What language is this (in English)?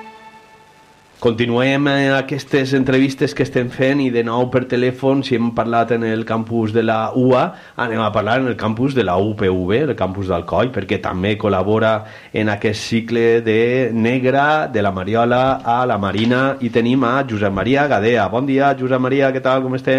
Catalan